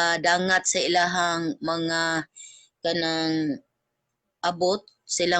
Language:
Cebuano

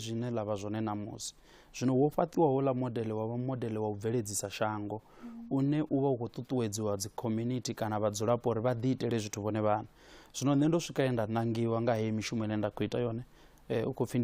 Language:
Venda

